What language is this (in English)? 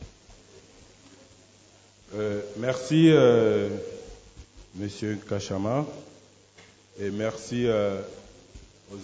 French